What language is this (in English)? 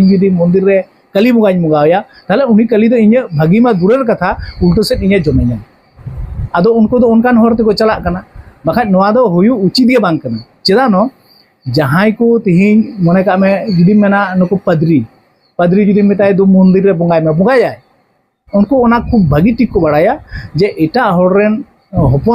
Santali